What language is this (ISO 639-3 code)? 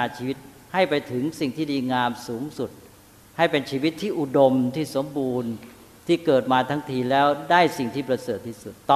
tha